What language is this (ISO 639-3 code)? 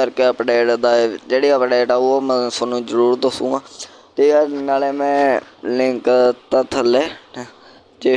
pan